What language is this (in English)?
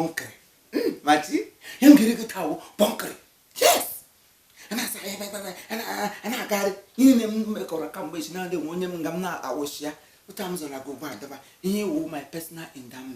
Igbo